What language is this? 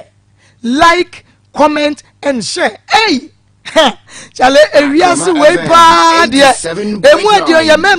Akan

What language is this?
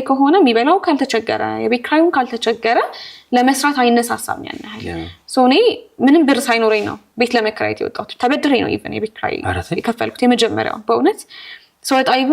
Amharic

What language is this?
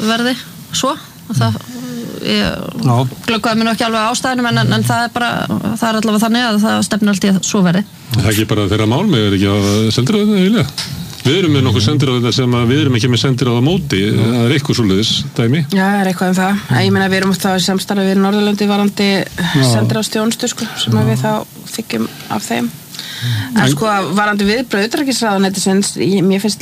Icelandic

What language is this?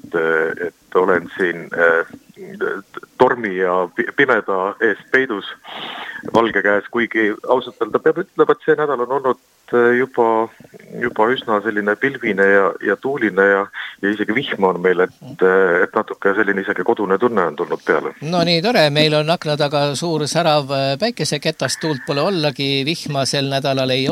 Estonian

